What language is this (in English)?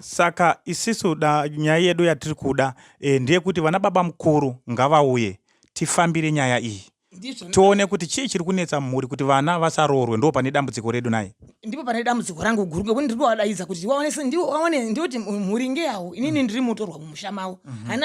Shona